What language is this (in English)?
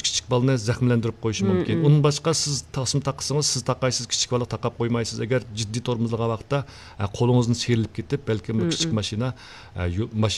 Uyghur